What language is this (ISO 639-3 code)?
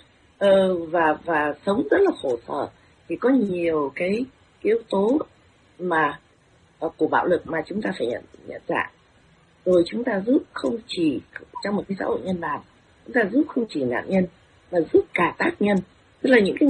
vie